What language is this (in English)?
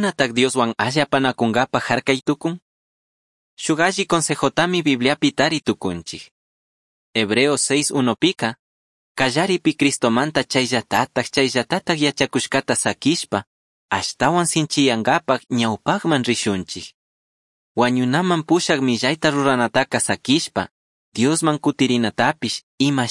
Chimborazo Highland Quichua